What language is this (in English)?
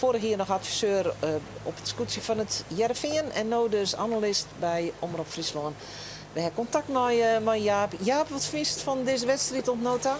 Western Frisian